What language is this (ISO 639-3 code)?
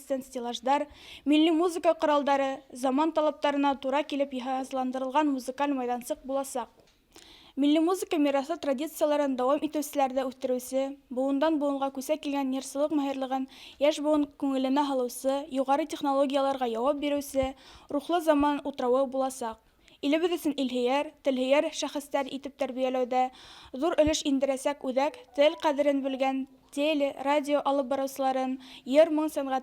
bak